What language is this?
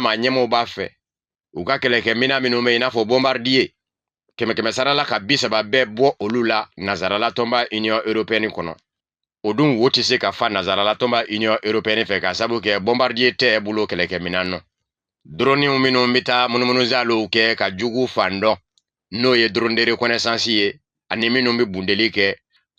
Bambara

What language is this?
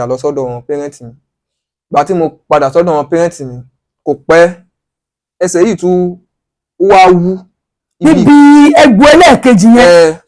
Yoruba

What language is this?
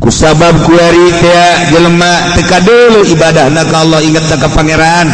Sundanese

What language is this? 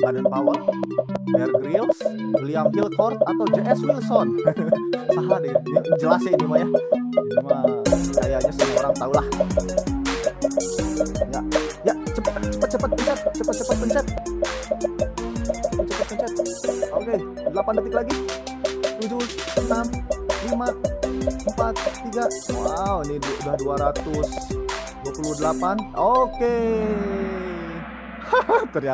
Indonesian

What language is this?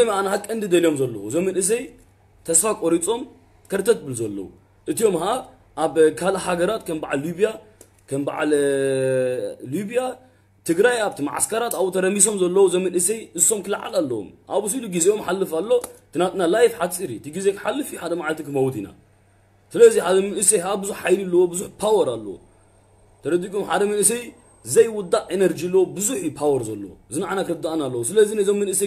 Tigrinya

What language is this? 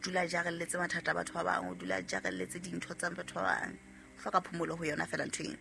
Southern Sotho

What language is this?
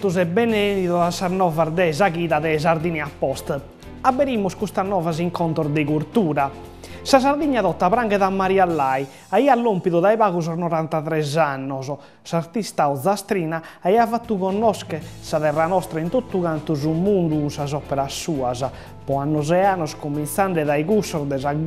Sardinian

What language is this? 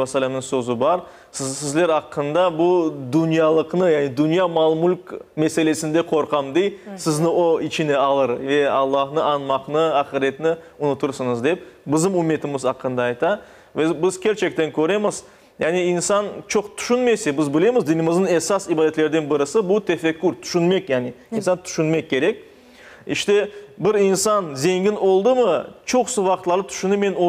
Crimean Tatar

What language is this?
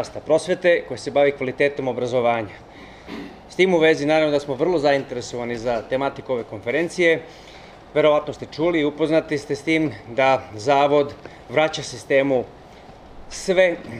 Serbian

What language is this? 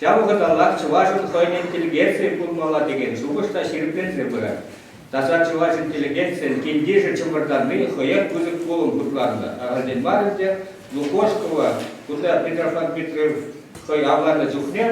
Chuvash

